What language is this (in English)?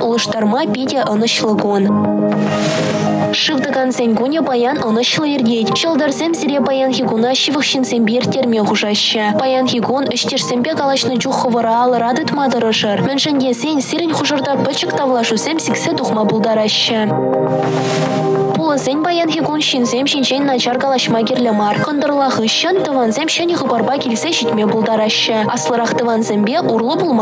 Chuvash